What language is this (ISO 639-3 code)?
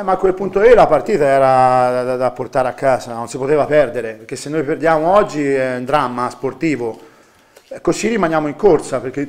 ita